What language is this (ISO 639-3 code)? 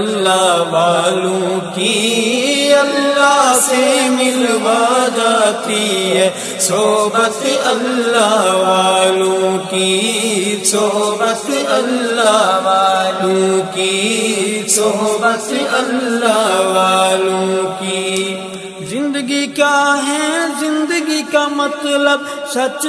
urd